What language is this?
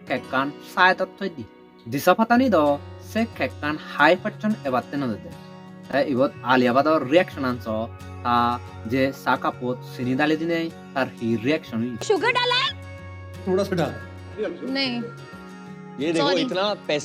Chakma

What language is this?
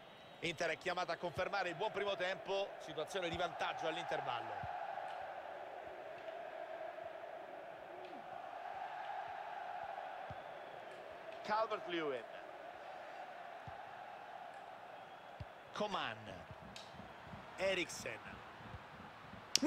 Italian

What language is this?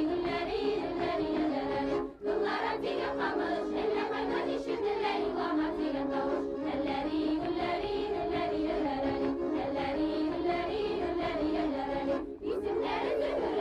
Bashkir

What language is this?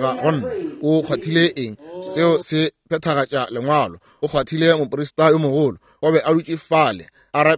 Northern Sotho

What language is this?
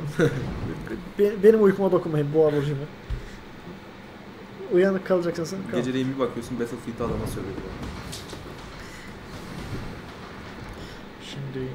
Turkish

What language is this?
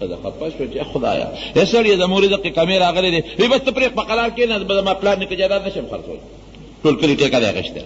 Pashto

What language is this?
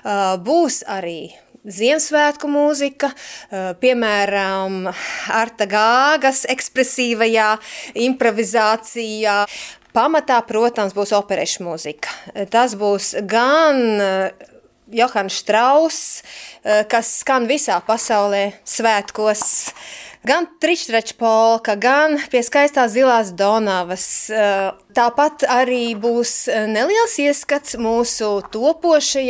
Latvian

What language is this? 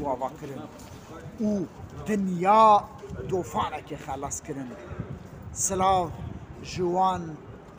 Kurdish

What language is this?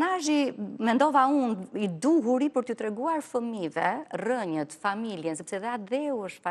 Albanian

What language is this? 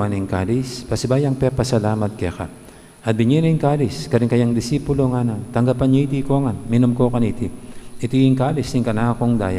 Pampanga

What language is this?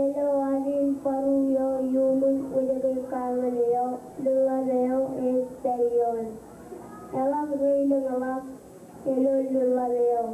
Marshallese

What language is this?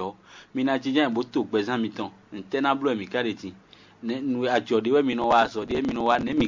Fon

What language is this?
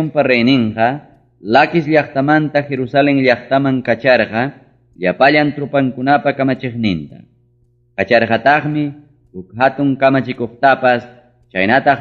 Ayacucho Quechua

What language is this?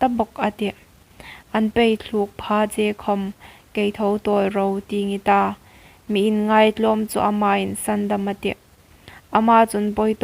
Hmar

